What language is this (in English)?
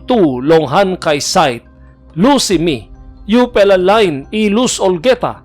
Tok Pisin